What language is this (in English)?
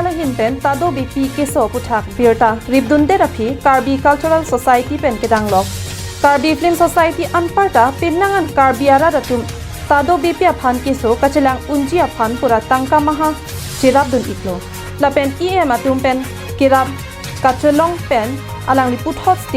Karbi